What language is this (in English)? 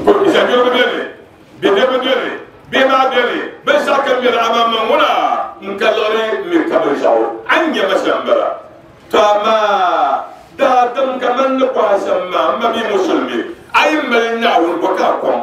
Dagbani